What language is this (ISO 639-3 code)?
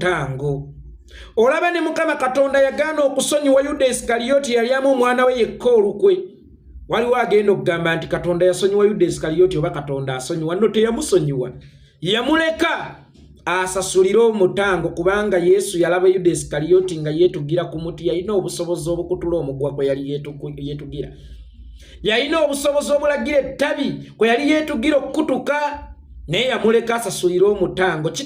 lug